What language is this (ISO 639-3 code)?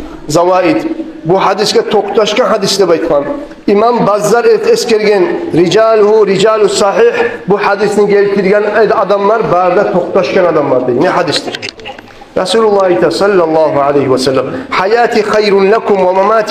kum